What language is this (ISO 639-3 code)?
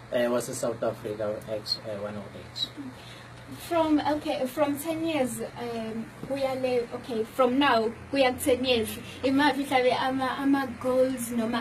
zul